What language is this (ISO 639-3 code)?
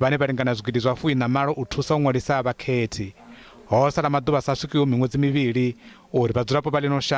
ven